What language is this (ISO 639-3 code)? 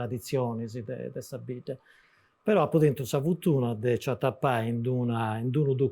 srd